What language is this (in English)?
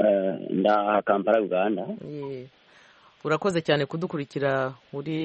Kinyarwanda